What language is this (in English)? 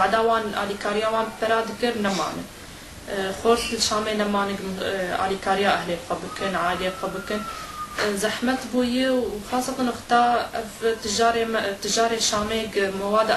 Kurdish